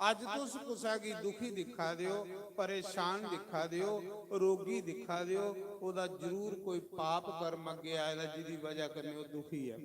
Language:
Dogri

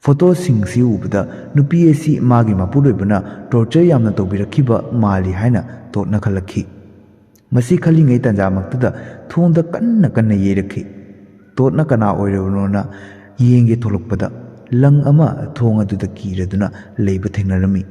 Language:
Manipuri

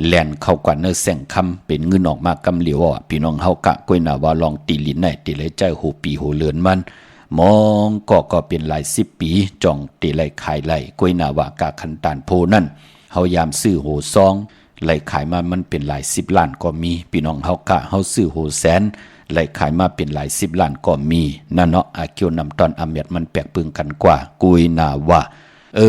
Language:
Shan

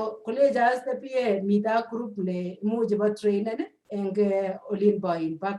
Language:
Kalenjin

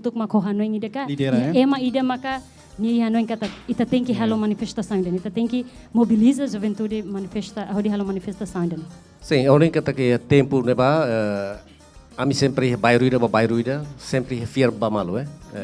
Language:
Tetum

